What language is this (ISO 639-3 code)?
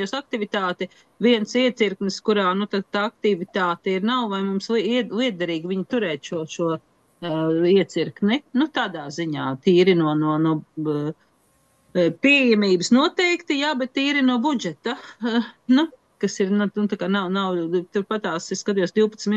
lav